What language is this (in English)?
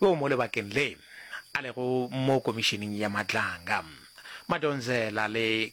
Northern Sotho